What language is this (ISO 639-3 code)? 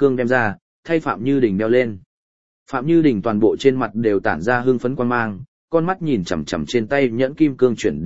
vie